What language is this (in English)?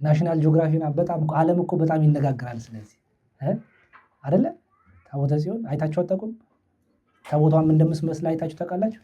Amharic